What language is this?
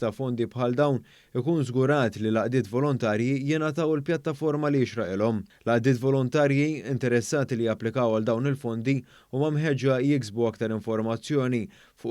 Maltese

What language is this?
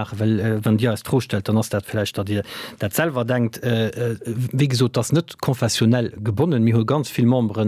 Luxembourgish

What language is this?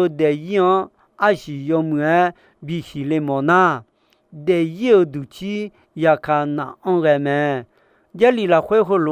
Akha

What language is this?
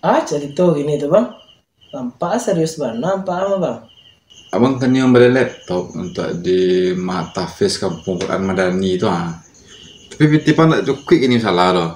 Minangkabau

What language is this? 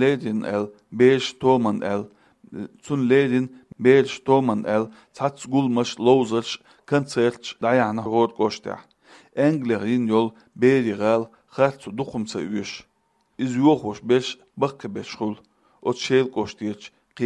Chechen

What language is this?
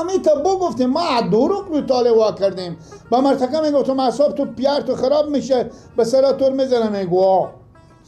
Persian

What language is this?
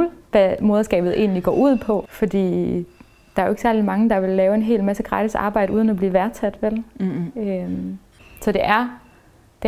Danish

